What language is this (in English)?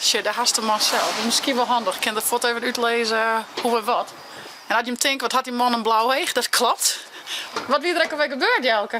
Western Frisian